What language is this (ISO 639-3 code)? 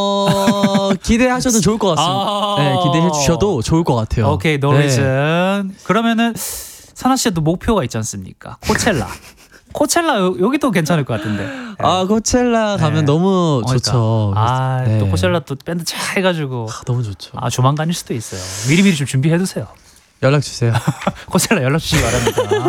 kor